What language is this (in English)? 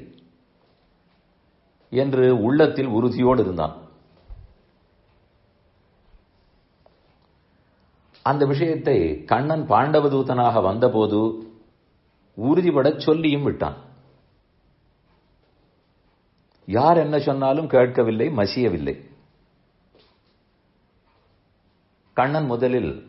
Tamil